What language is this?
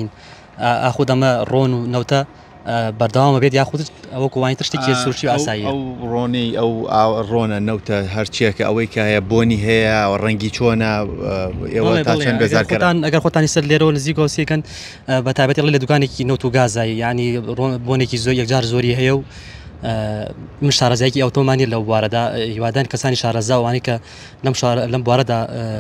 Central Kurdish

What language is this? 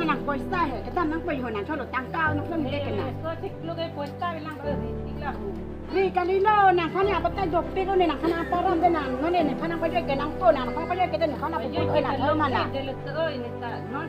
Karbi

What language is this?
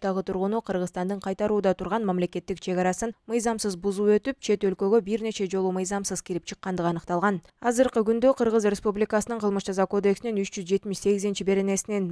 Kyrgyz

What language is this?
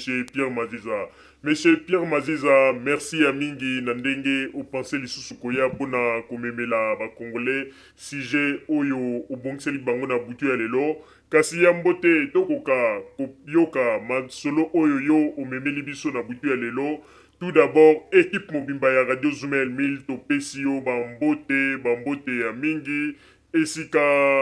Lingala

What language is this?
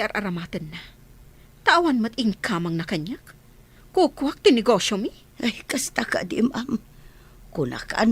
Iloko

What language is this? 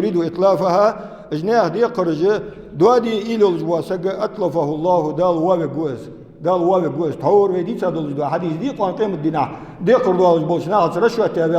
Ingush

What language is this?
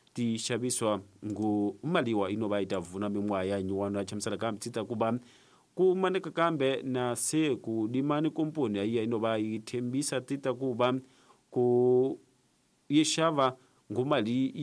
Tsonga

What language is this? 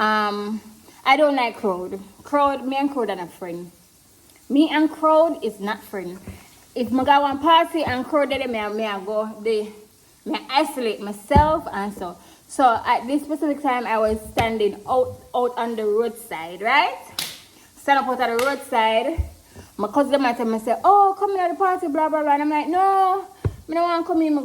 Jamaican Creole English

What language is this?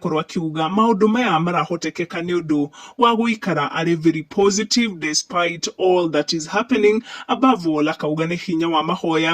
Kikuyu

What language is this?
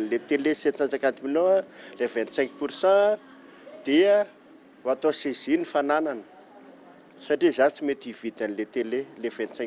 Malagasy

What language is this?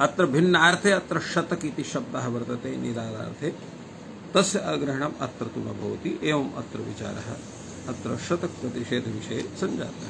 Sanskrit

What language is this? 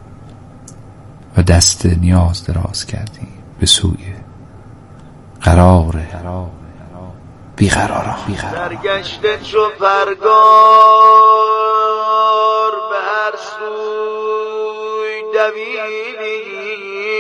Persian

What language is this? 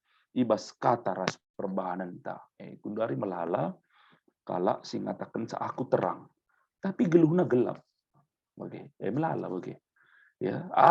Batak Karo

